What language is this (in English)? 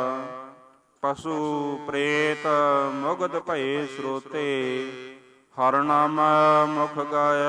Punjabi